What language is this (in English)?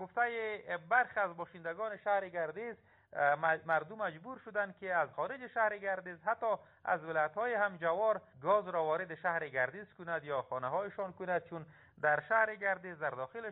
Persian